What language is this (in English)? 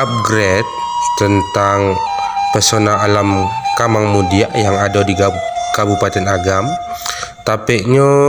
Minangkabau